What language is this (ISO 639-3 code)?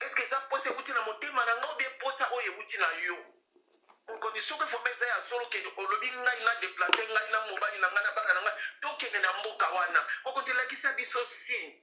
lin